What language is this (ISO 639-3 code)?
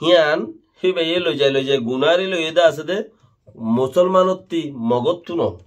rhg